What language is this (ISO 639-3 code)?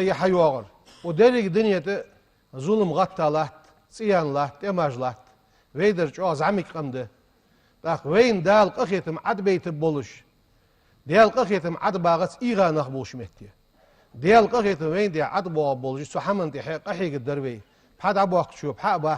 inh